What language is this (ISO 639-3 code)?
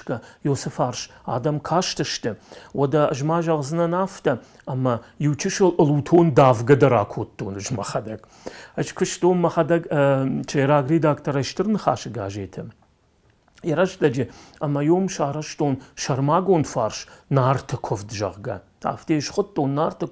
oss